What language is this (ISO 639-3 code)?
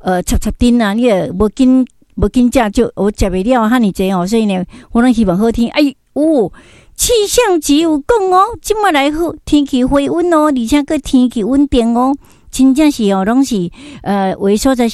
nan